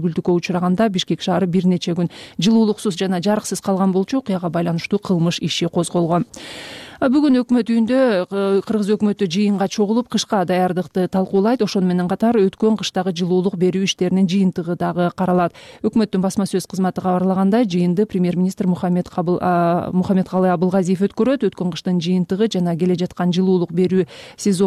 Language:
Kyrgyz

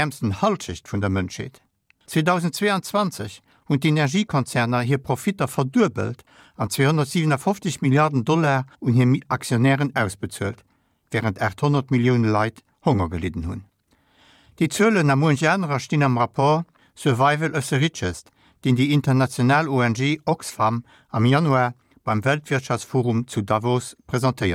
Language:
Luxembourgish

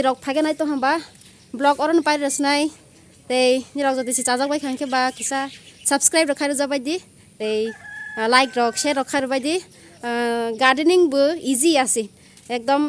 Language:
Kok Borok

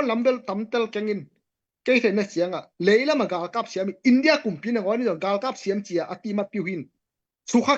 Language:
Tedim Chin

